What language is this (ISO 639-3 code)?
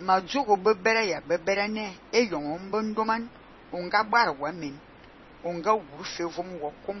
fan